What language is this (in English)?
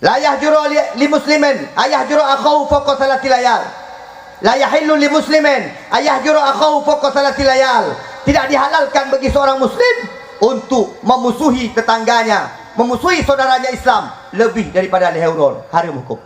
Achinese